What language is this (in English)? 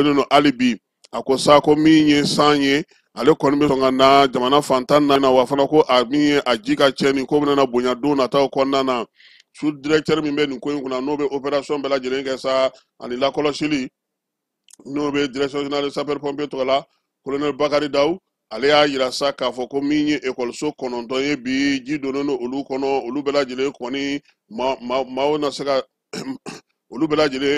Bambara